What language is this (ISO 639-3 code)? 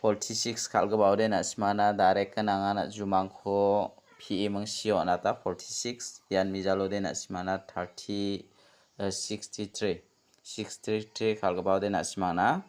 grt